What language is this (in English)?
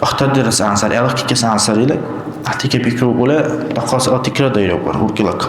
Dargwa